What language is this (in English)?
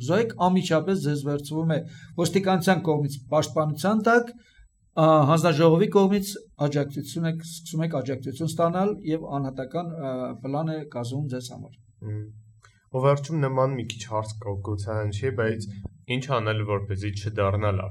Armenian